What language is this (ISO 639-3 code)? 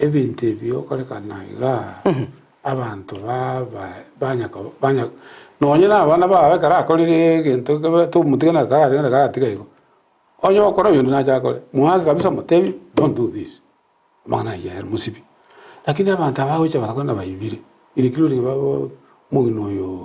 guz